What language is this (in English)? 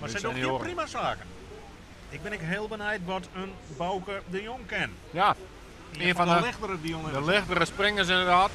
Western Frisian